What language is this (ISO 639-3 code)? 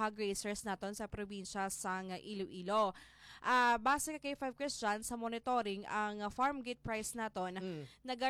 hil